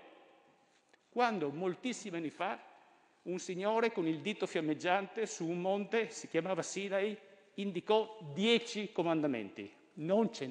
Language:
Italian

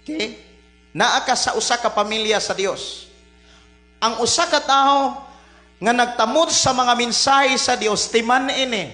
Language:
Cebuano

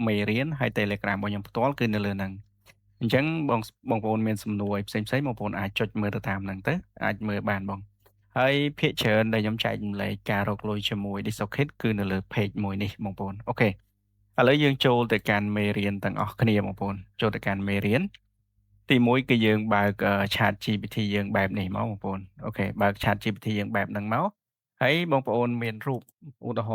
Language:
Khmer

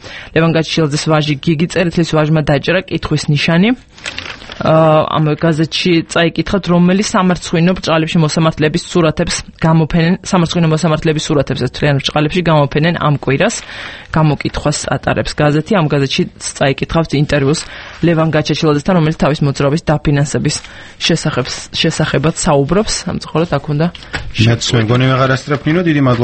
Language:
Georgian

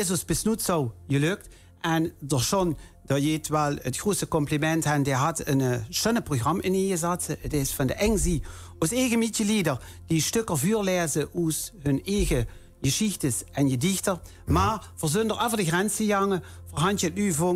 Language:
Limburgish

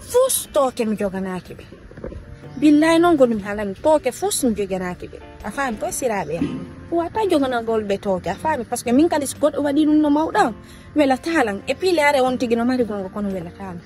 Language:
Fula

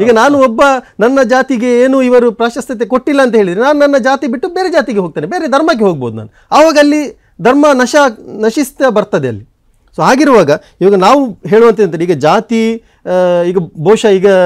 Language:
Kannada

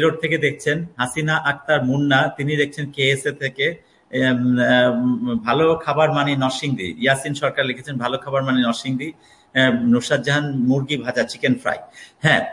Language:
Bangla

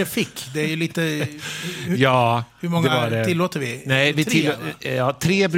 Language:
Swedish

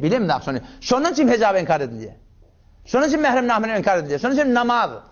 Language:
Turkmen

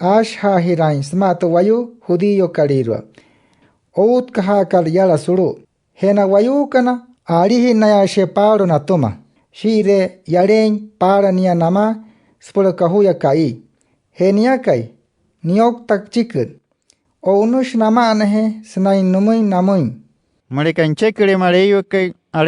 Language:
Wayuu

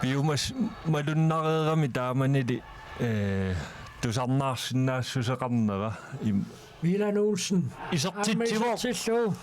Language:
Kalaallisut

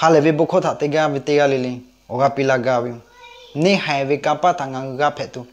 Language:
Lahu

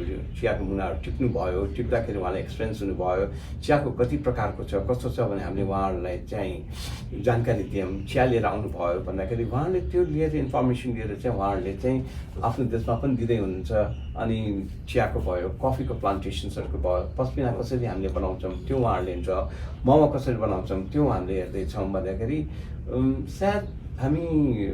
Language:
Nepali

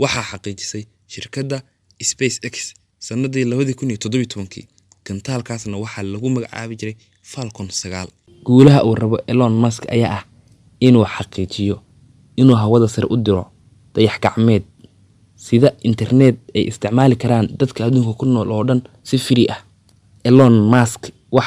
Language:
Somali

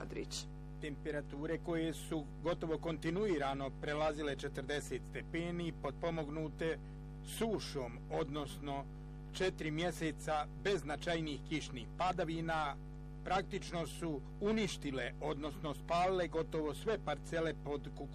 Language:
Bosnian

